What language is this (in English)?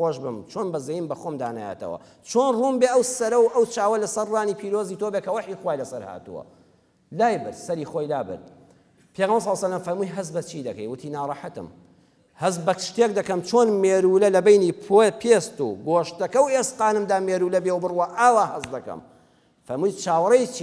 Central Kurdish